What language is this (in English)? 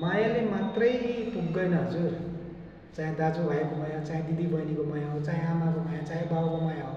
Nepali